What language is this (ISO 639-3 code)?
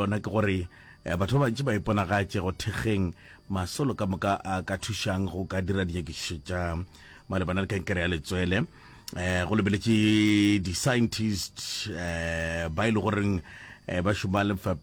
nso